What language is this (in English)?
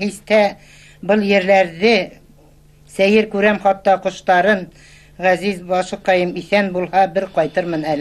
Bashkir